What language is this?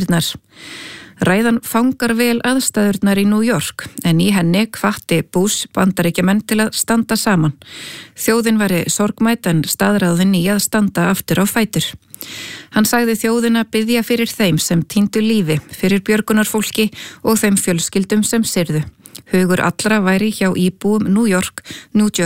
Icelandic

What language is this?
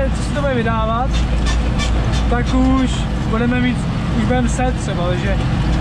Czech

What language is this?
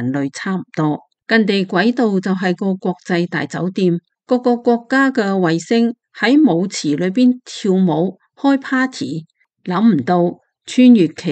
Cantonese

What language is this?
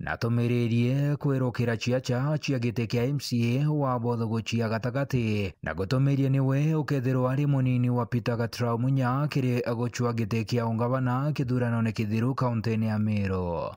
Meru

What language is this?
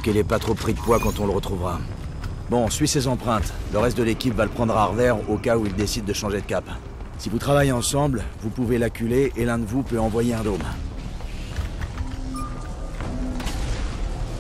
French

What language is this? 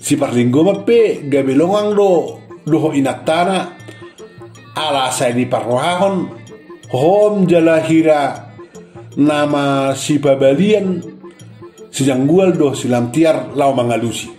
Batak Toba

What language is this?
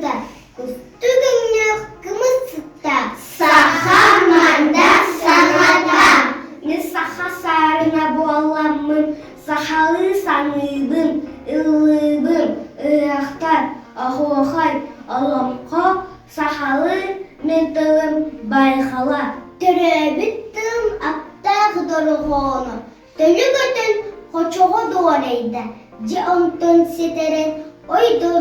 Yakut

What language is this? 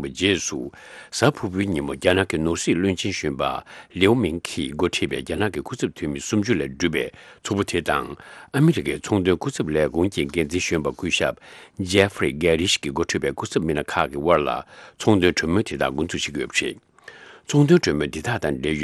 Tibetan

